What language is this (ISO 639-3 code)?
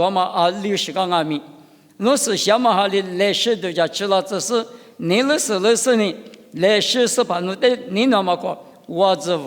lis